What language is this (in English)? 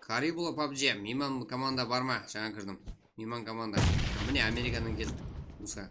Kara-Kalpak